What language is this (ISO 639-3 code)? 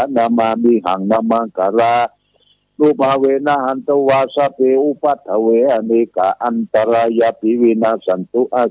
pli